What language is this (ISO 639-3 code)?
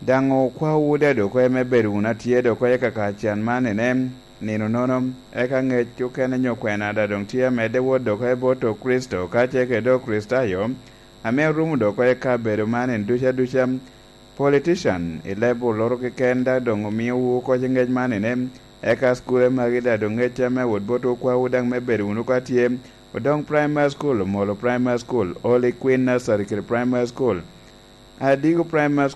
laj